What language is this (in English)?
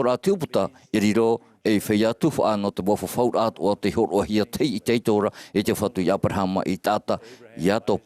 Tahitian